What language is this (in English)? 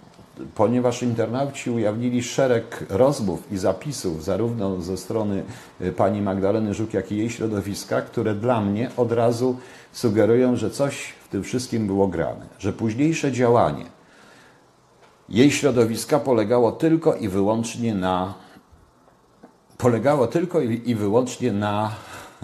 Polish